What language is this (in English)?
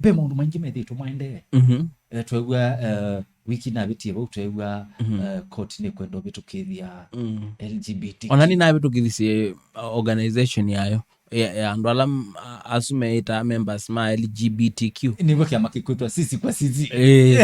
Kamba